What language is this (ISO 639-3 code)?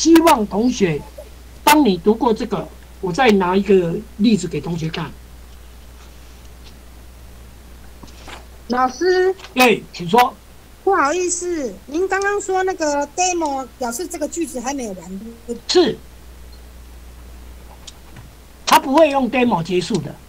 zho